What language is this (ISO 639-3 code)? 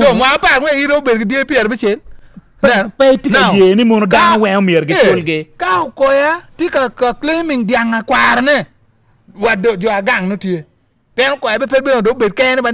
ach